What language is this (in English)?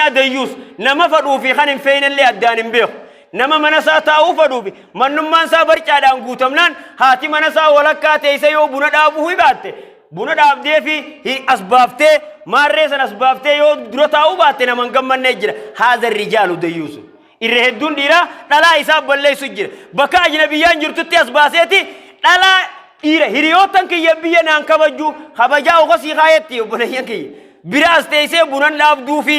Oromo